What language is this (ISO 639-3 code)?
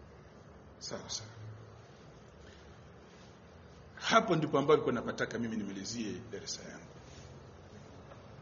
swa